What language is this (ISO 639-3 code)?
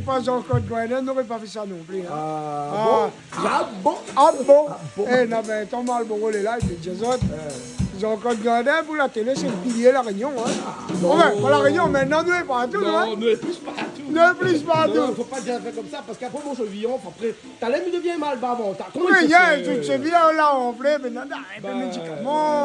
rcf